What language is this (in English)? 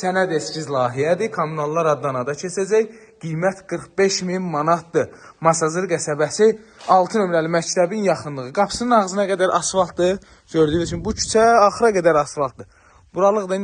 Azerbaijani